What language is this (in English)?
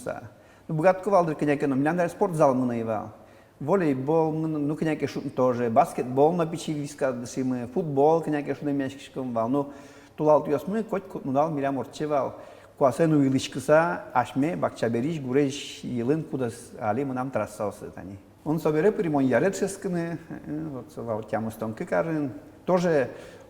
Udmurt